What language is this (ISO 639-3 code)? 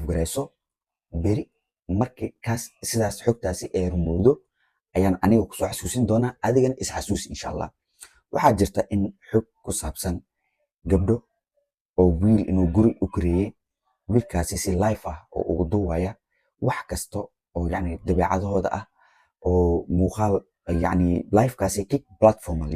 som